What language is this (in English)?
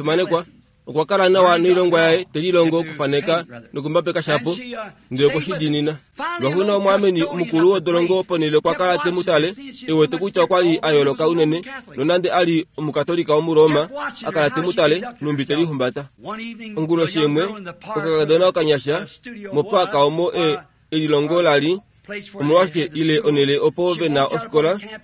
Kuanyama